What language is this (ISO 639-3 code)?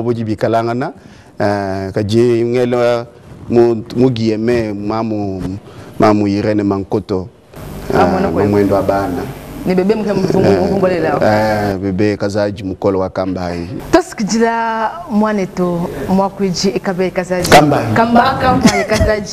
lua